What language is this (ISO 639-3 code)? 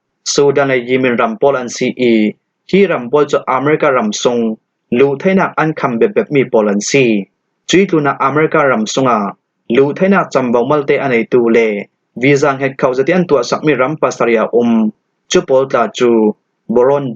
cfm